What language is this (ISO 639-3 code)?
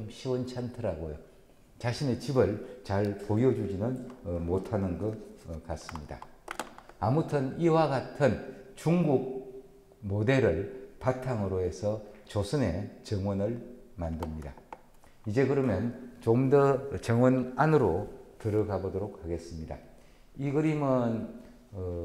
kor